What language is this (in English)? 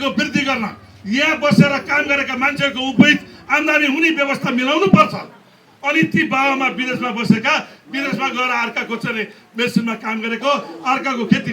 Nepali